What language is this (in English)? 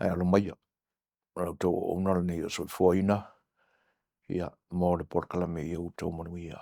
Samoan